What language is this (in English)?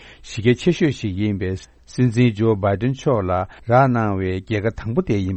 Tibetan